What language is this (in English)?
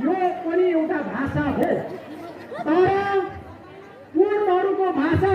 Nepali